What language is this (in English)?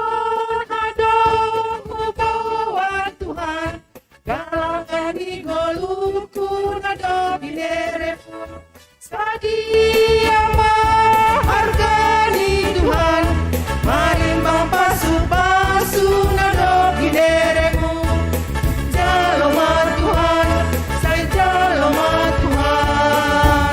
Batak Simalungun